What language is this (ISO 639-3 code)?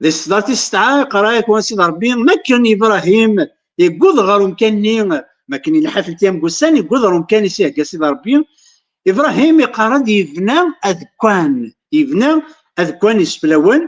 kab